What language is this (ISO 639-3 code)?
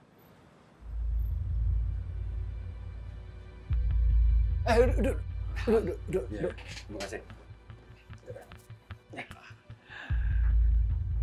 msa